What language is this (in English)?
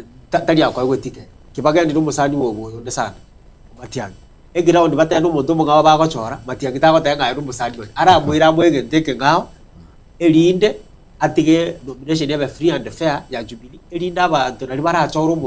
Gusii